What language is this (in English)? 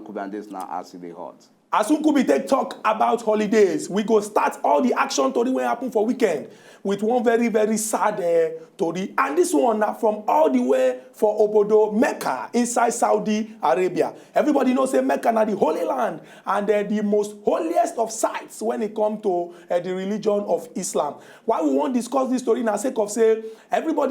Nigerian Pidgin